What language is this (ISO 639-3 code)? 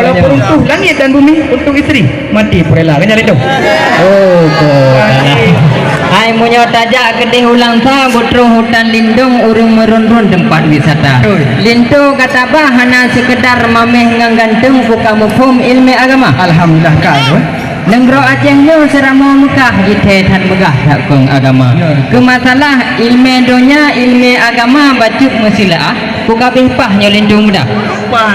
ace